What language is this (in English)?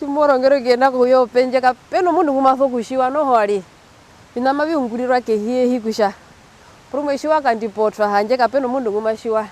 Herero